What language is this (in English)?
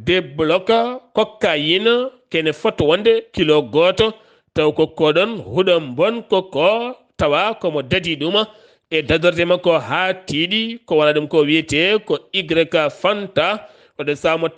Fula